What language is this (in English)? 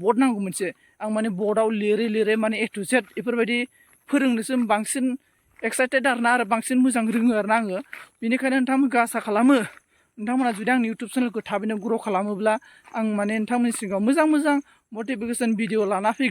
Bodo